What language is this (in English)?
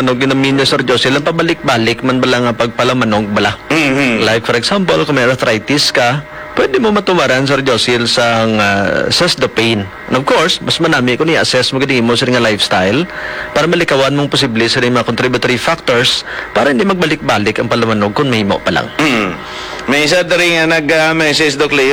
Hiligaynon